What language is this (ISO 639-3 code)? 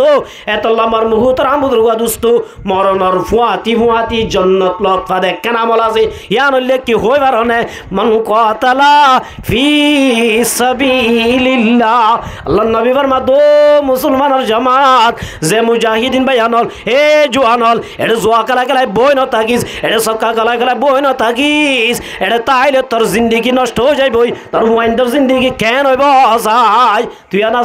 rhg